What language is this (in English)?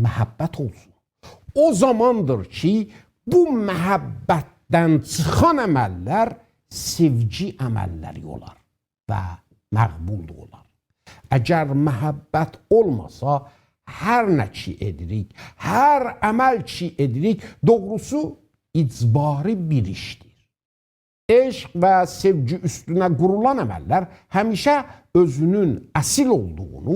South Azerbaijani